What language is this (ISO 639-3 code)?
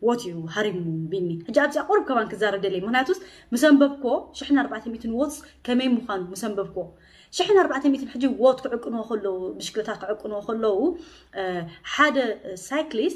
tir